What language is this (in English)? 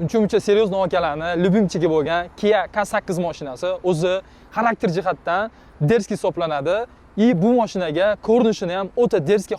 Uzbek